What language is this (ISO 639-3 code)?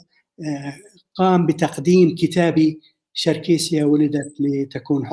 apc